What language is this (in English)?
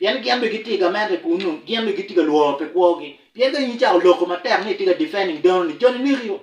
Acoli